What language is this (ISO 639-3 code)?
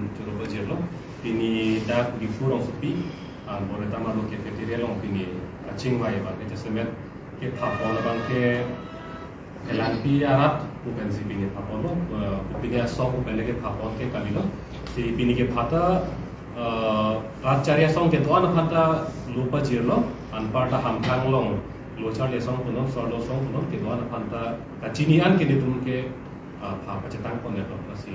mjw